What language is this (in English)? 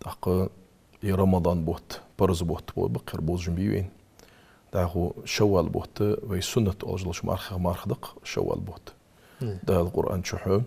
Ingush